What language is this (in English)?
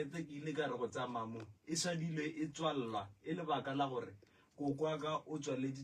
Northern Sotho